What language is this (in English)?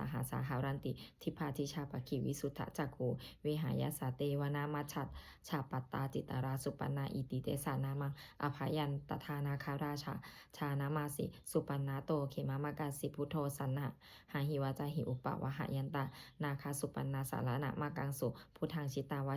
Pali